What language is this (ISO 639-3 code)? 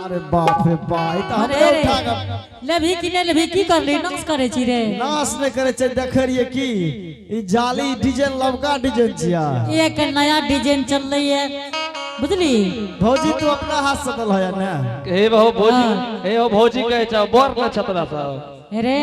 anp